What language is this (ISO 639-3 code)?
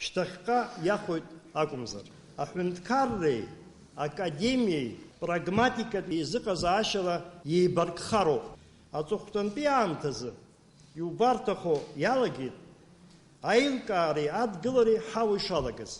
abk